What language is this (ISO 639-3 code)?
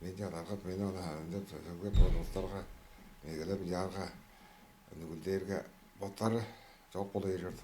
tyv